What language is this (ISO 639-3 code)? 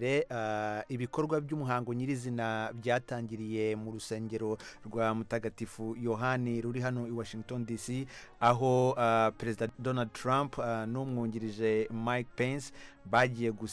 kin